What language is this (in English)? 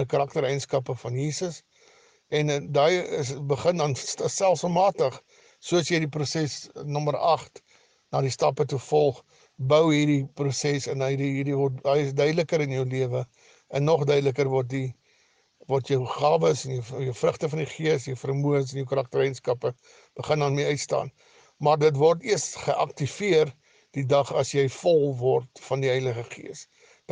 Afrikaans